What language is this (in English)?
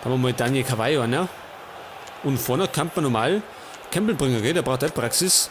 Bavarian